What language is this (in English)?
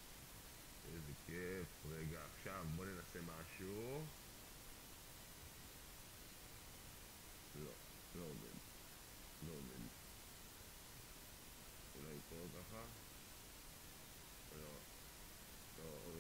Hebrew